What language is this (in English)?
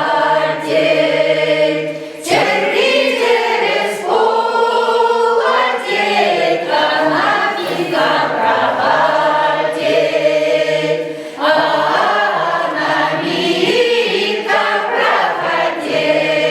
Chuvash